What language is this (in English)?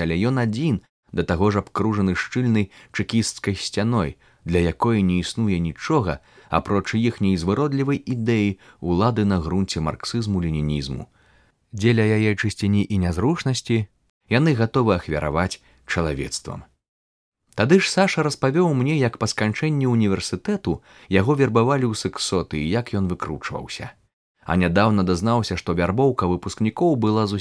Belarusian